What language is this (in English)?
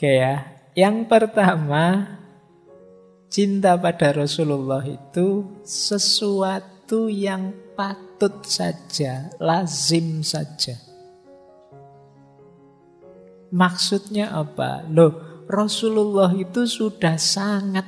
Indonesian